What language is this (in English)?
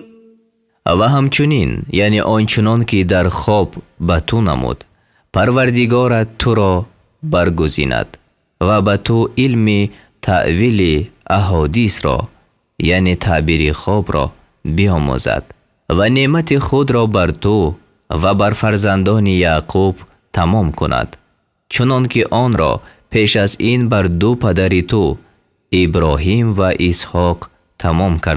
Tajik